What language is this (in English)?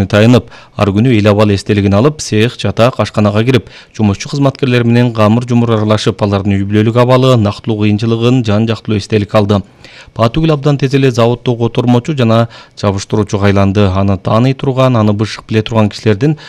Kyrgyz